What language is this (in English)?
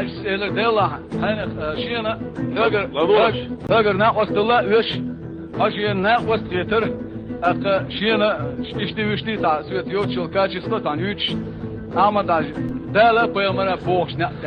Chechen